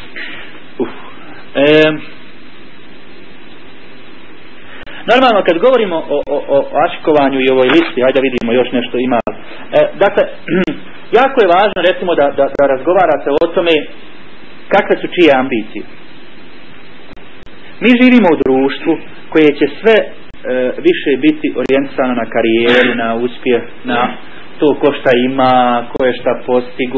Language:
Bosnian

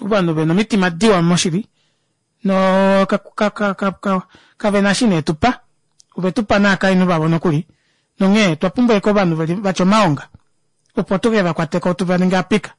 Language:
Kuanyama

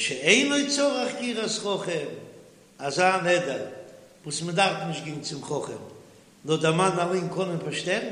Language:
Yiddish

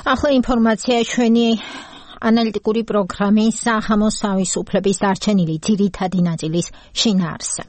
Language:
Georgian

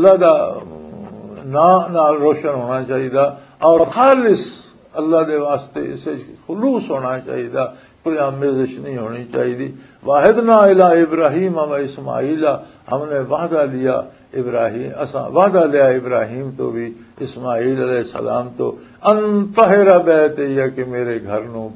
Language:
Western Panjabi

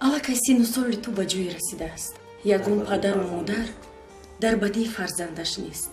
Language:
Tajik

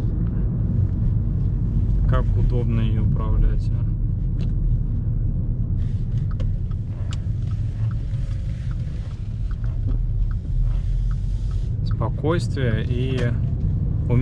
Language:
Russian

